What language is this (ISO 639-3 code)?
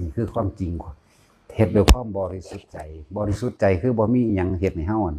tts